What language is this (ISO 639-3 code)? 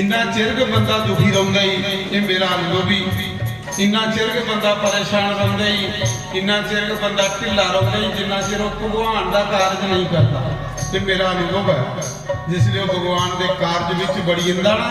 doi